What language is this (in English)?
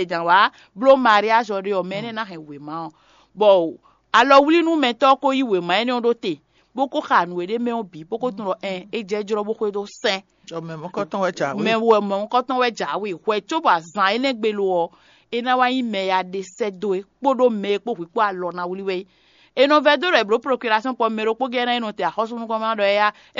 Fon